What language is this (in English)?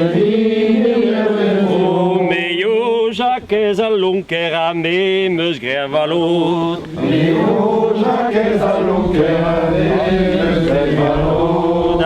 Breton